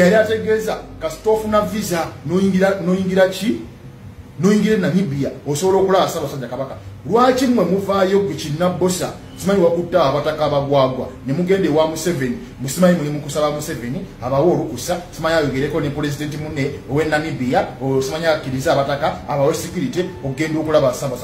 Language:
Ganda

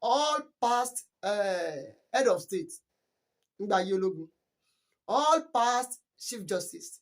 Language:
Yoruba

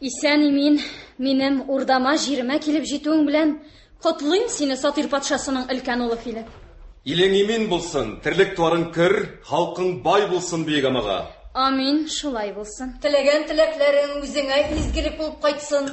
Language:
Tatar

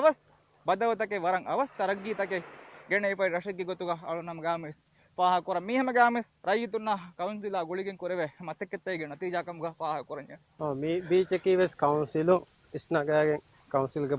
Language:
Divehi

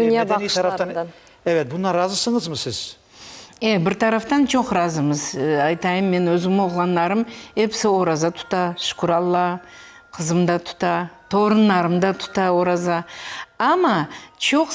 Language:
Crimean Tatar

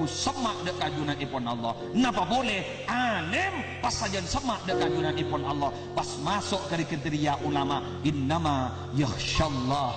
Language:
Madurese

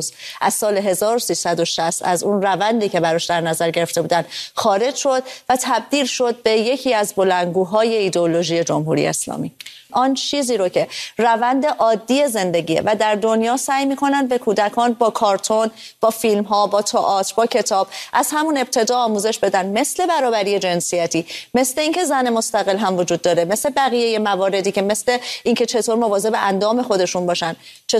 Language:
Persian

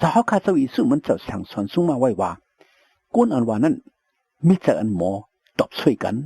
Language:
Shan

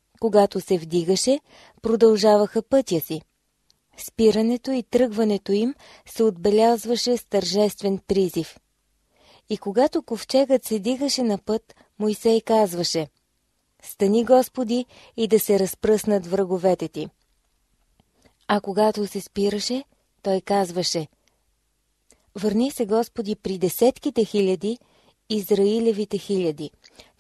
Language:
Bulgarian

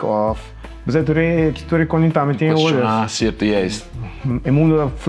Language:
Papiamento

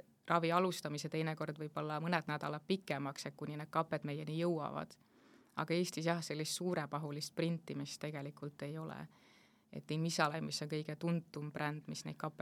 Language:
Estonian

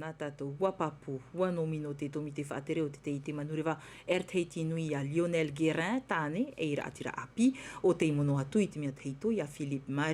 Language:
Tahitian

